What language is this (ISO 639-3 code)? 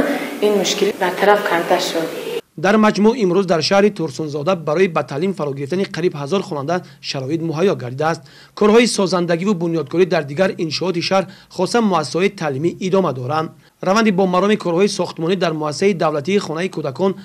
tgk